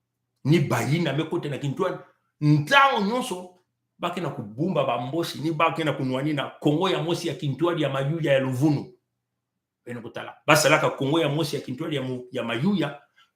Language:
Kituba (Congo)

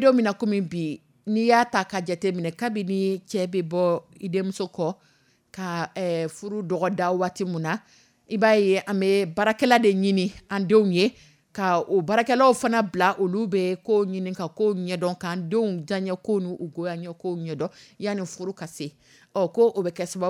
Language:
Dyula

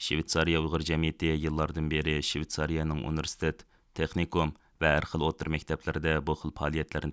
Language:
Uyghur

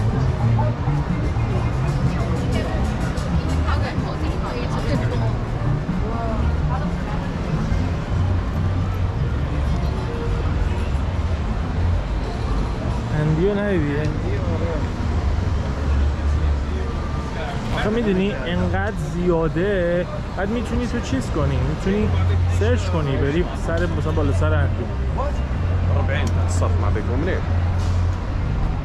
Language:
Persian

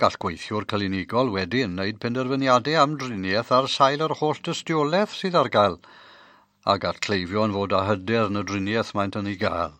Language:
Welsh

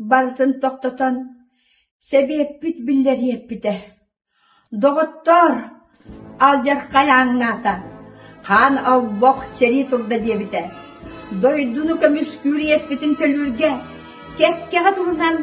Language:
Yakut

